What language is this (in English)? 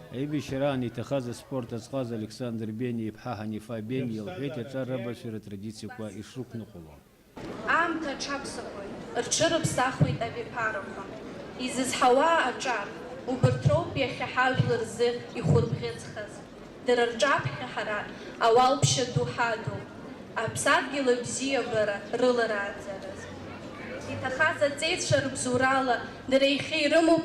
Abkhazian